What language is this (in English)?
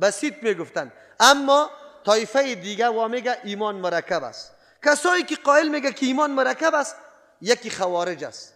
Persian